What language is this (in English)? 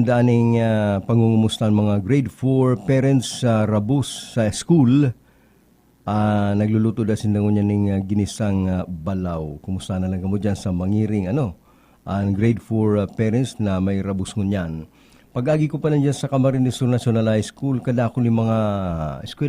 Bikol